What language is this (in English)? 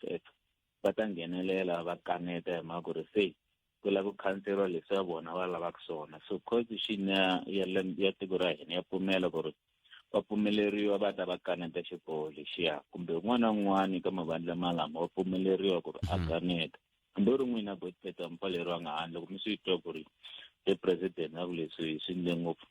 Tsonga